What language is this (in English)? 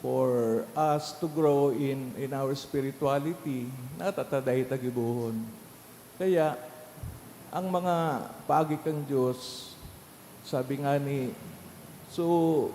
Bikol